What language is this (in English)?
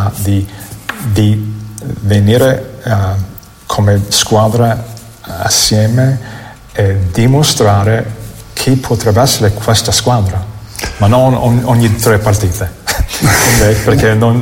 Italian